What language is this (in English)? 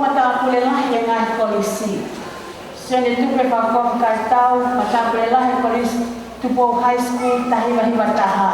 Tongan